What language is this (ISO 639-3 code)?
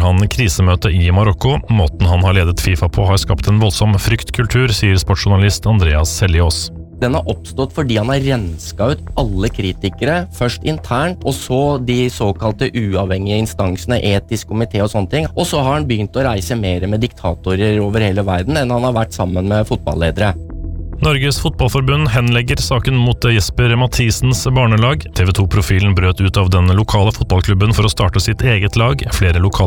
nor